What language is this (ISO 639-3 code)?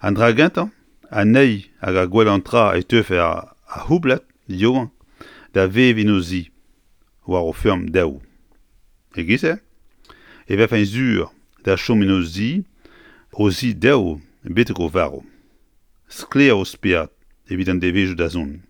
bre